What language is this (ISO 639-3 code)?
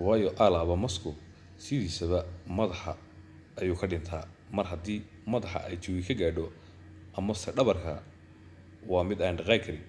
som